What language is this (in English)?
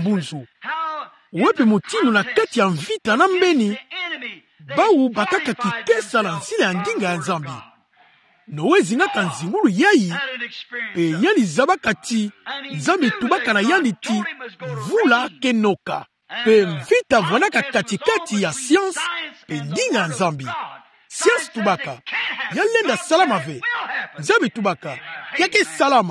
Kituba (Democratic Republic of Congo)